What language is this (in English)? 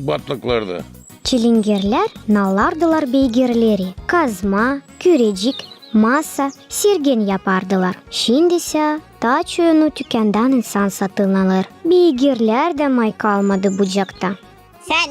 Gagauz